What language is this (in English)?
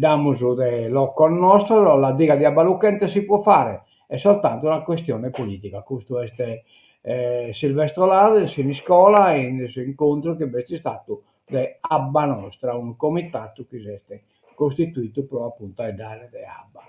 Sardinian